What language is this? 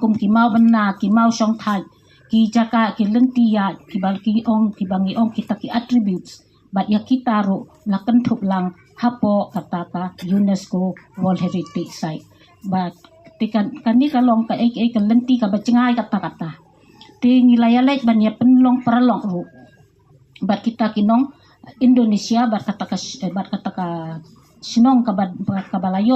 Khasi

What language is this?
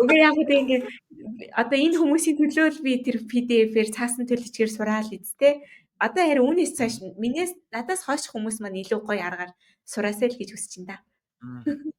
Mongolian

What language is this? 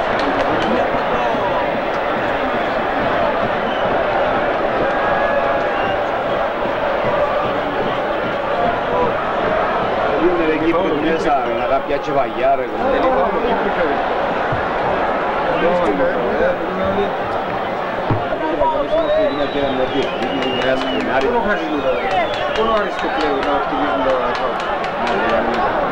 Greek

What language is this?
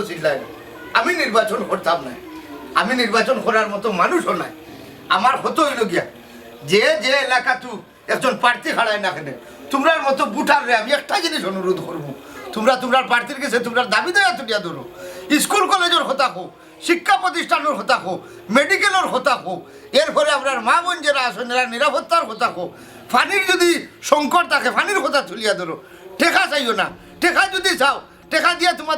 Sylheti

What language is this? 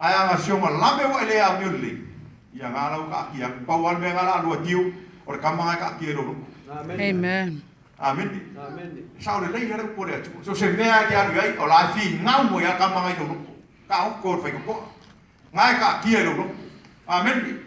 Samoan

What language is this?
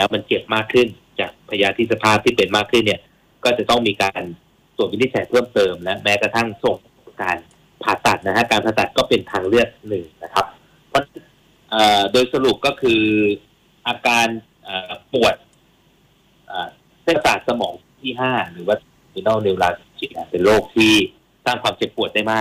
Thai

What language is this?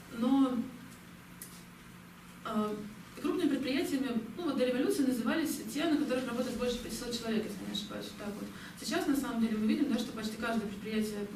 Russian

